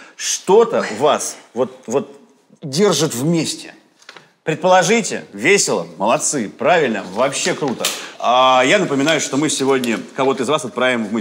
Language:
Russian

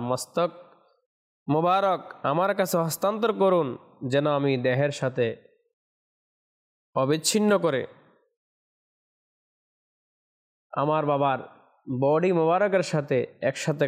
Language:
Bangla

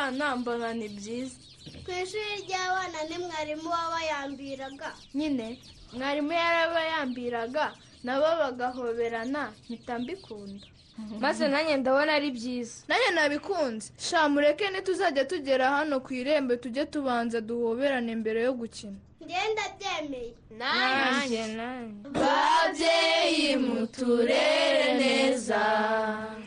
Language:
Kinyarwanda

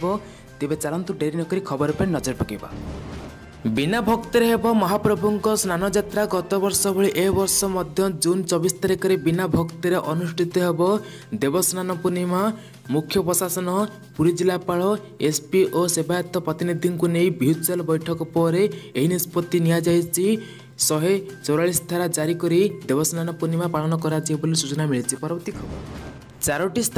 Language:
Odia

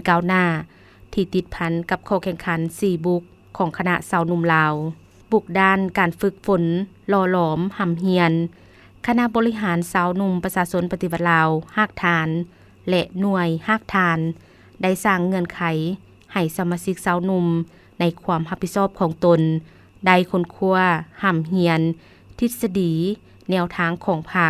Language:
Lao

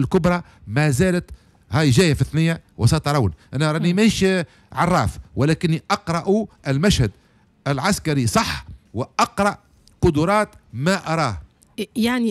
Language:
Tunisian Arabic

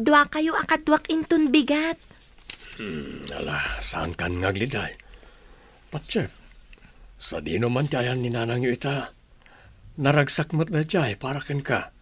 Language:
Iloko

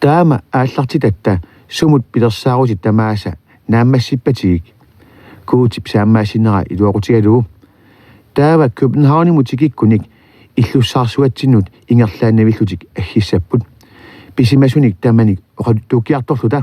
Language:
Kalaallisut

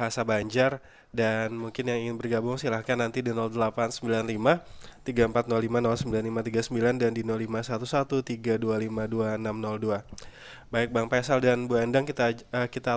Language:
Banjar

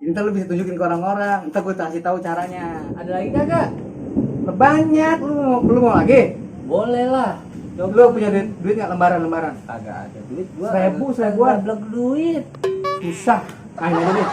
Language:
Betawi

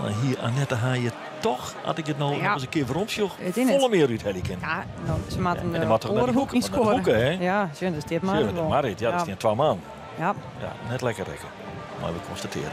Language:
Western Frisian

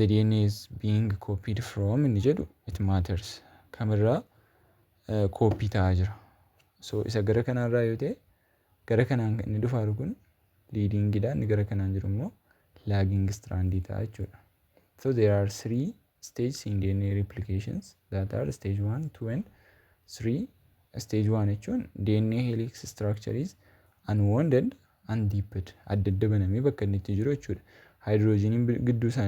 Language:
Oromo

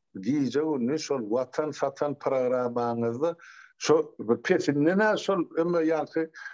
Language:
Turkmen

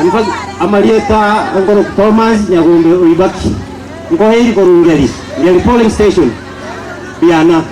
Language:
Gusii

